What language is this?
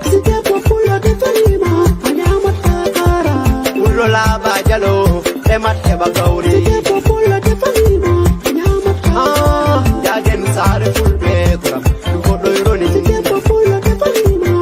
Nigerian Fulfulde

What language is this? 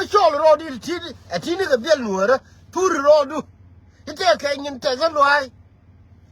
Nuer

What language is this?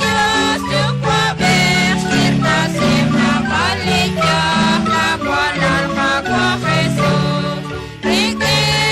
Kekchí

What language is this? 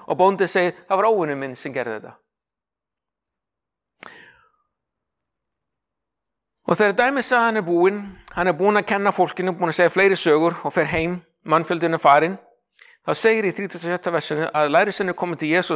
Icelandic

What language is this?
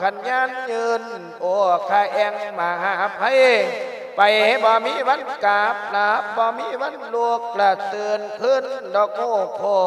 Lao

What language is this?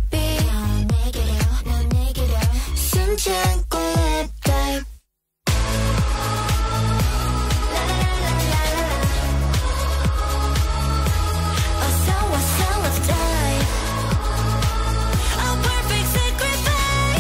Korean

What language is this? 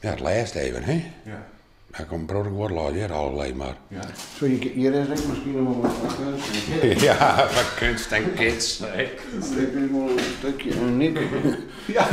Western Frisian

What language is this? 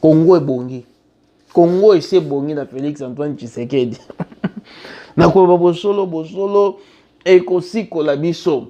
Lingala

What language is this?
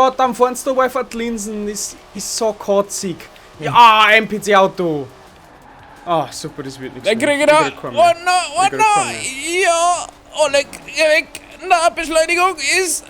Bavarian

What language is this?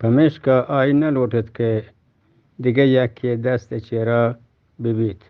Eastern Balochi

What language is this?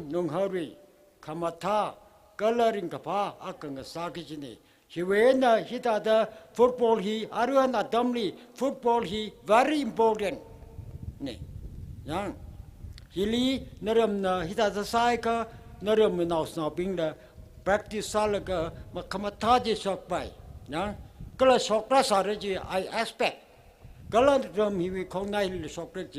Tangkhul Naga (India)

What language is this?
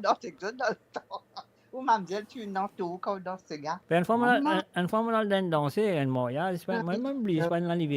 Morisyen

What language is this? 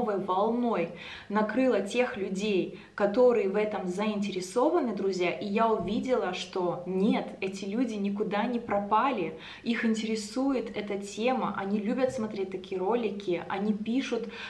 Russian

